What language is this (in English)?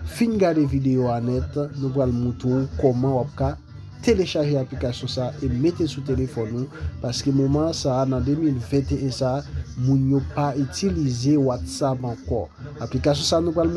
Haitian Creole